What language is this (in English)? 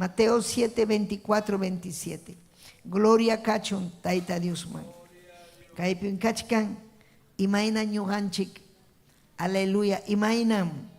Ayacucho Quechua